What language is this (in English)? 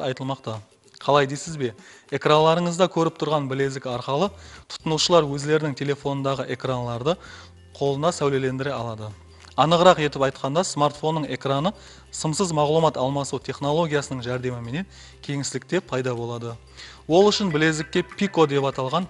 Kara-Kalpak